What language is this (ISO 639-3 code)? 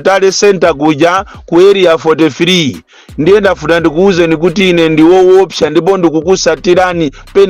nya